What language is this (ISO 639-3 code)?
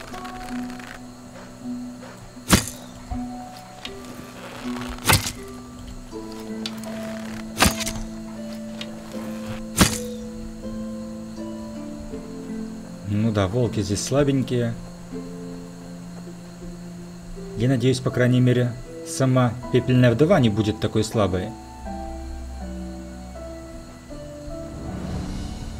rus